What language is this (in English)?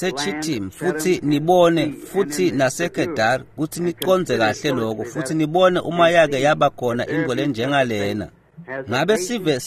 Swati